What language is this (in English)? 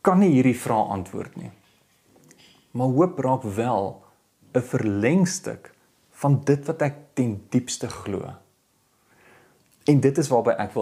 Afrikaans